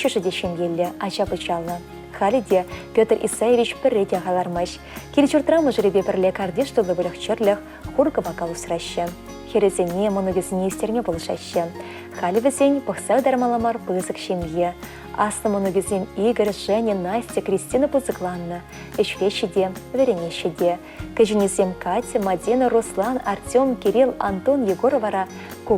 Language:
Chuvash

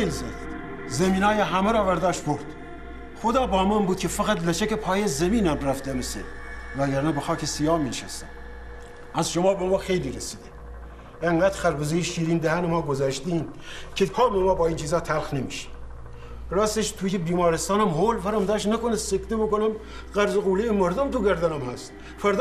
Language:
Persian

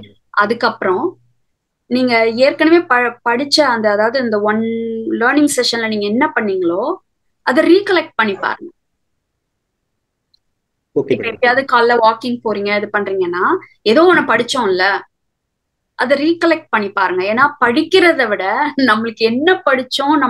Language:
Tamil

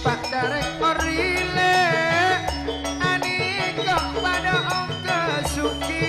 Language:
Madurese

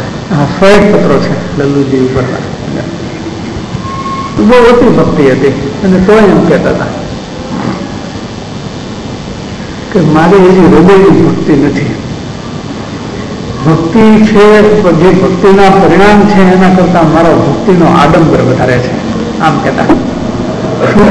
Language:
Gujarati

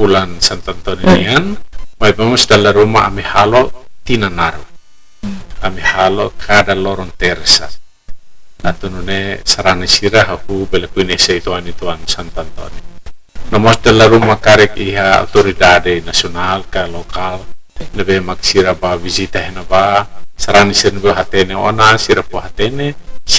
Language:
Tetum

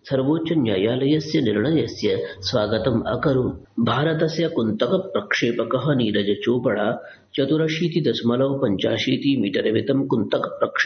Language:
Sanskrit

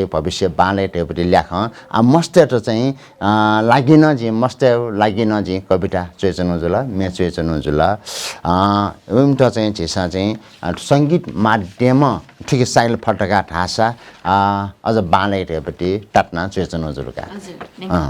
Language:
Newari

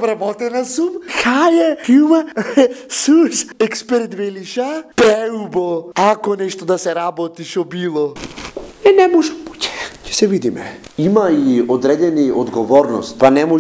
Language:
Macedonian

